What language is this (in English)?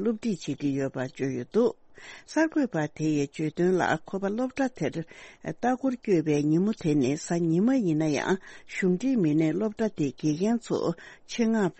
Tibetan